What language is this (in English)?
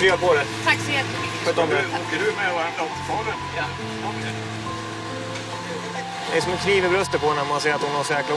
Swedish